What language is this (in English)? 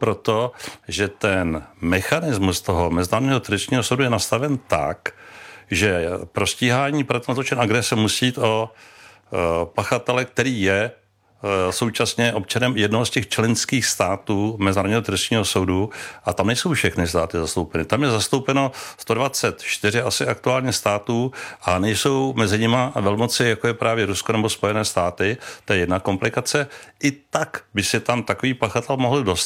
Czech